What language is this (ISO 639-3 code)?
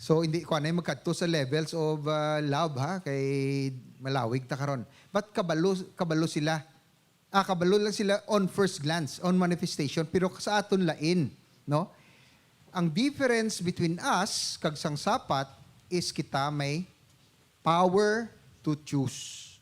hil